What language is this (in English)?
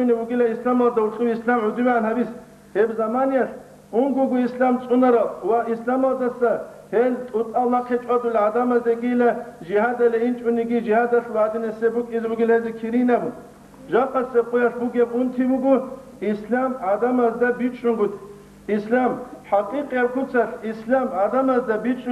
Avaric